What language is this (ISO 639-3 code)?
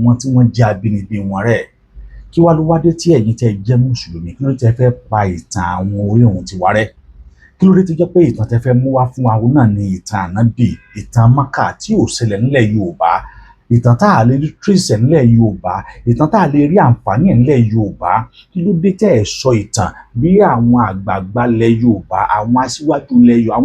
yor